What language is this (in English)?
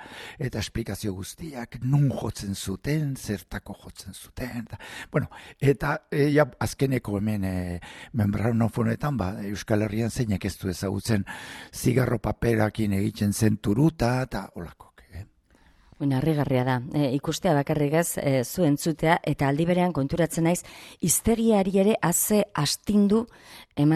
Basque